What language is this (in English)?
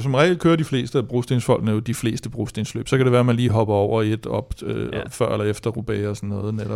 Danish